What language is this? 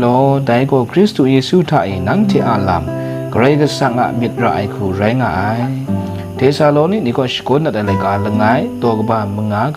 Kachin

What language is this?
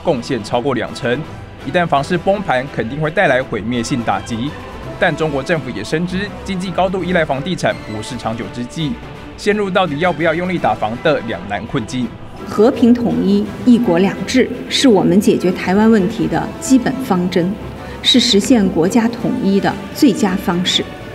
Chinese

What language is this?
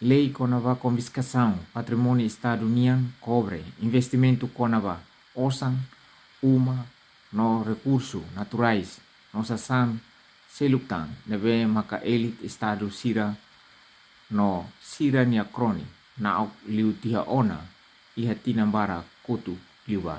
Tetum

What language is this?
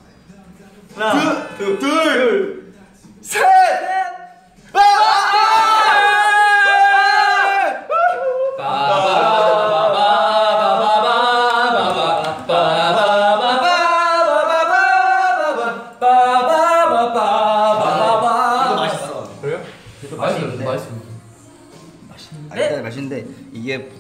Korean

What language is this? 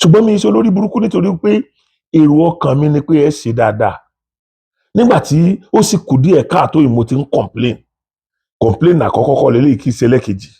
Yoruba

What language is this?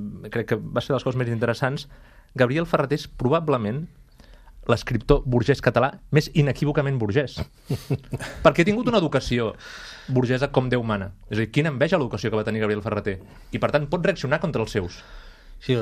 Catalan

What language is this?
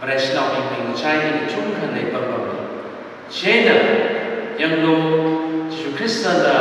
Tangkhul Naga (India)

